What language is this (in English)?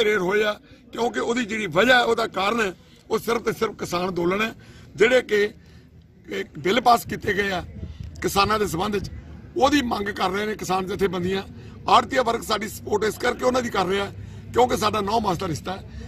Punjabi